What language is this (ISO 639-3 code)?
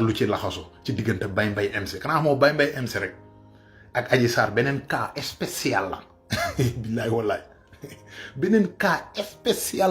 wol